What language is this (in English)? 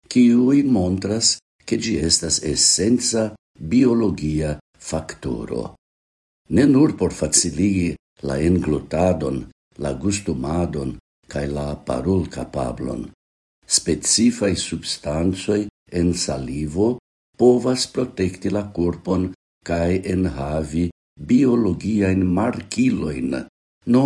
Esperanto